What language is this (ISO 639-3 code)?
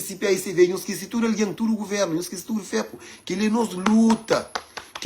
kea